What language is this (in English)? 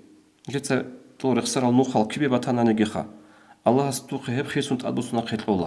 Avaric